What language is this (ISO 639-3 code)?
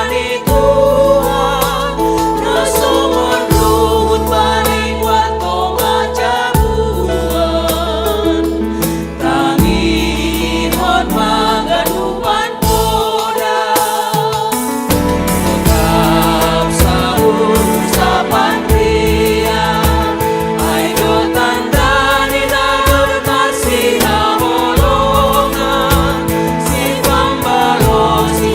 bts